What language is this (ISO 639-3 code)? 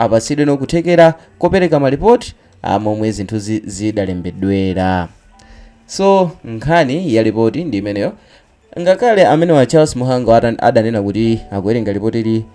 nya